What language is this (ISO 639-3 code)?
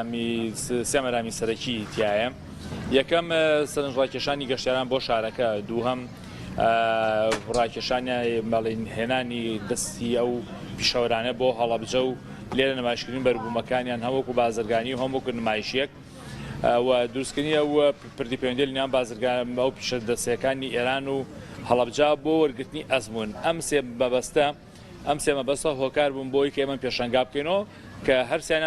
ckb